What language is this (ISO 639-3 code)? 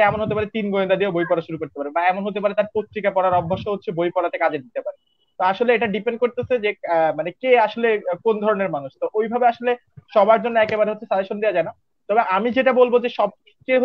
ben